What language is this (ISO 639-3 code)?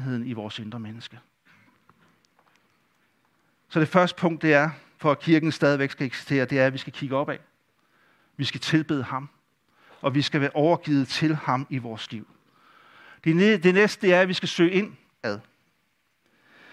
dan